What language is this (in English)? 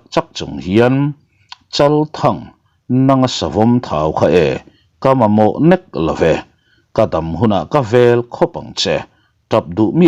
Mizo